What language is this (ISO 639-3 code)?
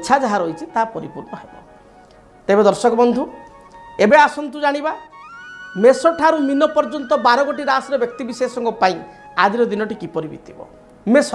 ori